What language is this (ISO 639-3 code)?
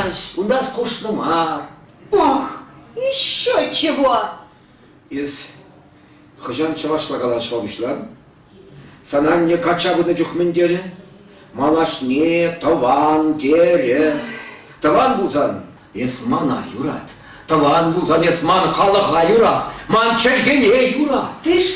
chv